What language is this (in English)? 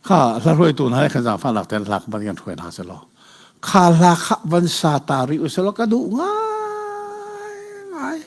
Hakha Chin